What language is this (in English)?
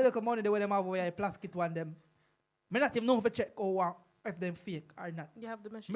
Jamaican Creole English